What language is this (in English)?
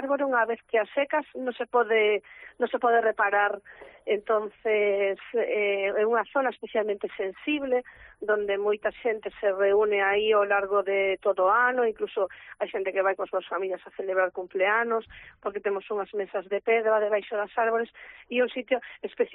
Galician